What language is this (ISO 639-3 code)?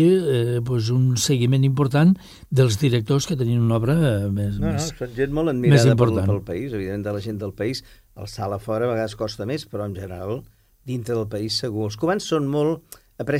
cat